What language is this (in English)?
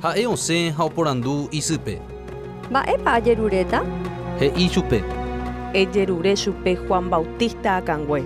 Guarani